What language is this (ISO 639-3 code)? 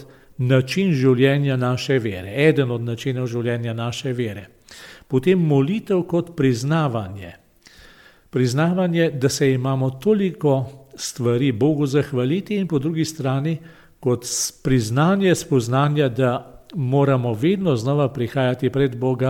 slv